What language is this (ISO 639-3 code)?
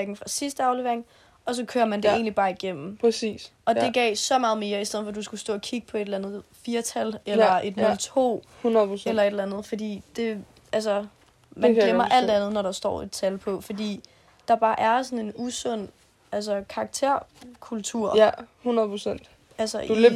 dan